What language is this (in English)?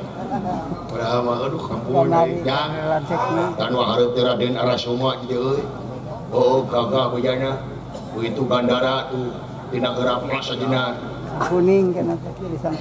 Sundanese